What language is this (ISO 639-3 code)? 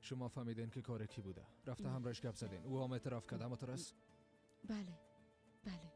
fas